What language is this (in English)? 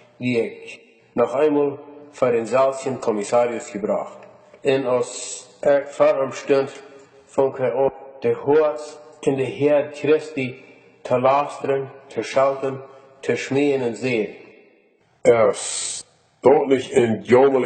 Plautdietsch